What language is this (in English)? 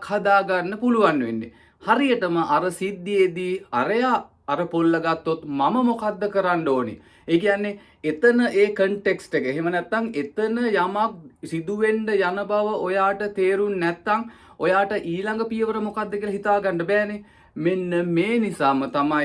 Sinhala